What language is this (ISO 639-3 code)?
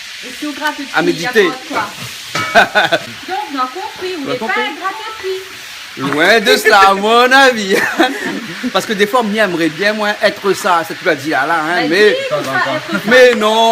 rcf